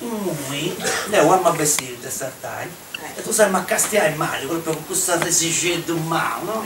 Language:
Sardinian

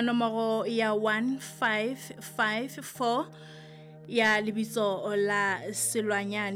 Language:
Southern Sotho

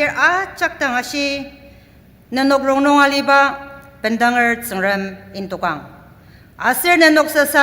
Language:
Ao Naga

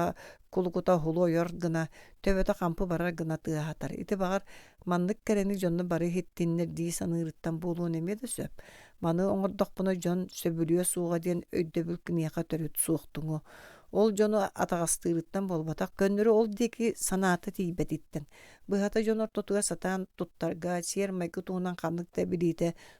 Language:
Yakut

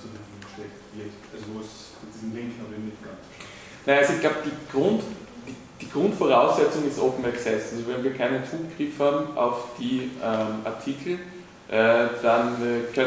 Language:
German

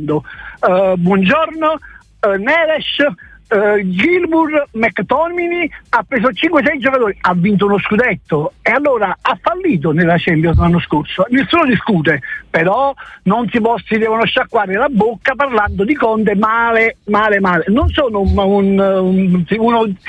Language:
Italian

